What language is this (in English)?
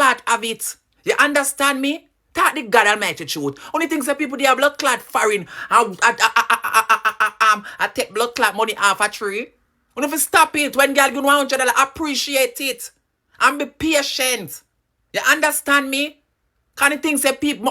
Jamaican Creole English